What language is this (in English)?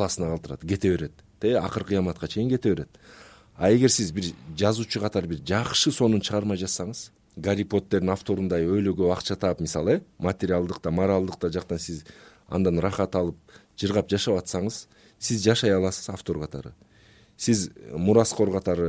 Kyrgyz